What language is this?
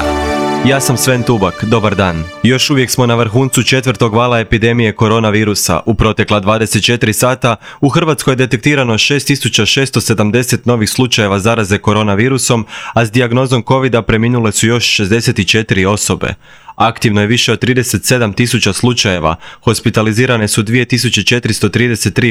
Croatian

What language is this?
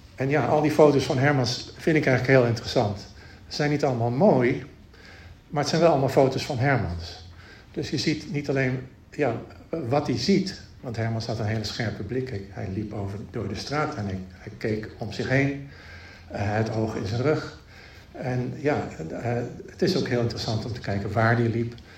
Dutch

